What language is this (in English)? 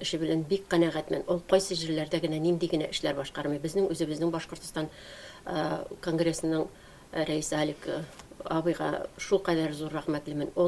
Tatar